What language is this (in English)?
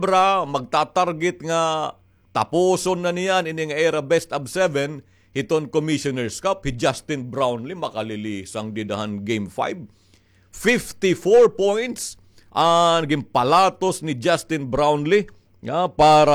Waray